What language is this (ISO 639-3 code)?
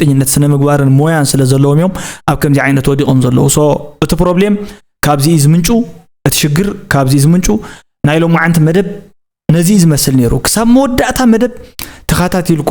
tir